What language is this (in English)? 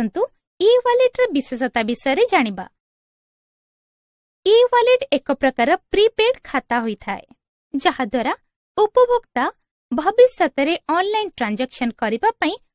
Odia